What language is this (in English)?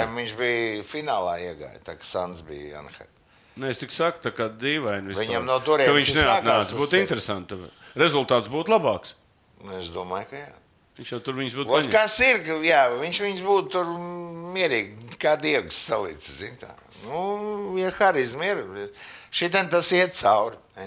Latvian